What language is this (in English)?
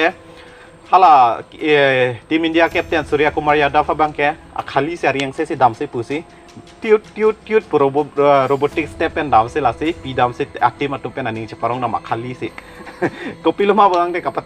Karbi